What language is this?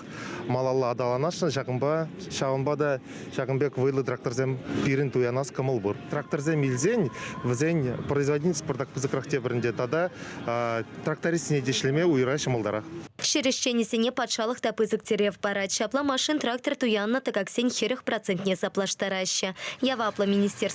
Chuvash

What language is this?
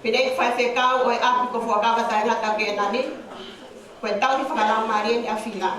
Tongan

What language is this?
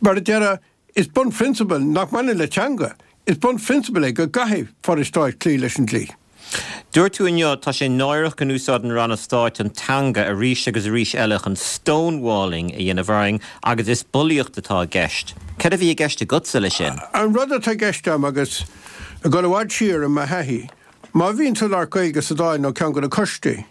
Irish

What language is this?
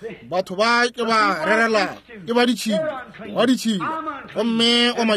Northern Sotho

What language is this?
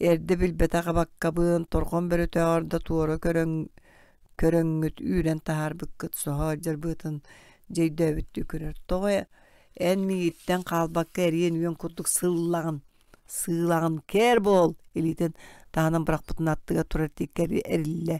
Yakut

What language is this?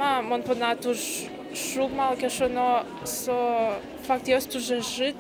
Udmurt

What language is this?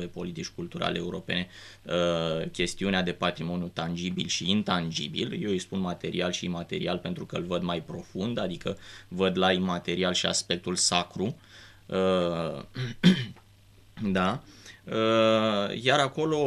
Romanian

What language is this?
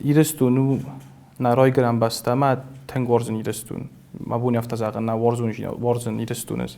Ossetic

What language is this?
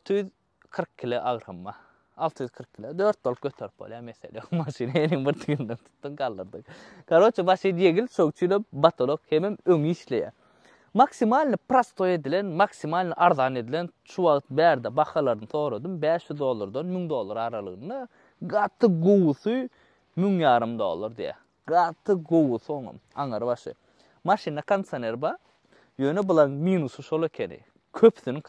Turkmen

